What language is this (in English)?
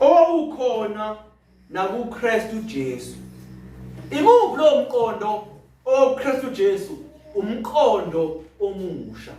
Zulu